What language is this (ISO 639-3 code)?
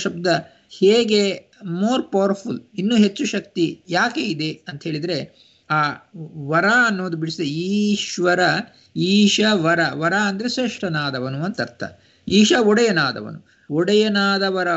kan